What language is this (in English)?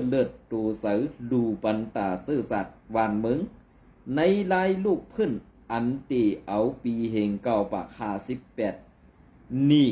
Shan